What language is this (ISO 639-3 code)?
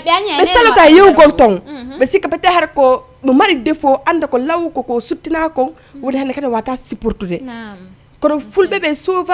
ful